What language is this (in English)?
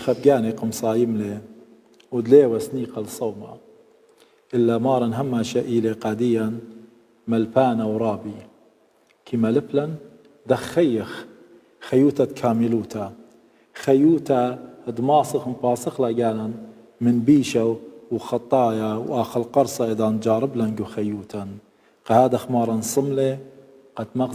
Assyrian Neo-Aramaic